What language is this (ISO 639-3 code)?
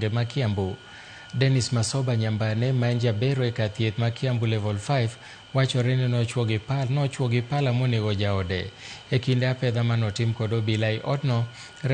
luo